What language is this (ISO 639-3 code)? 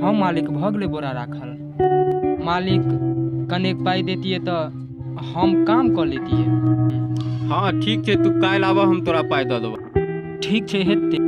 mai